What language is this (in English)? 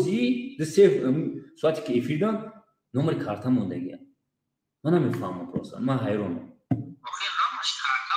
Tajik